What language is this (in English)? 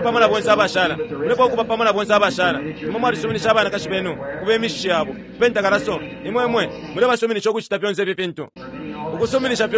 Bemba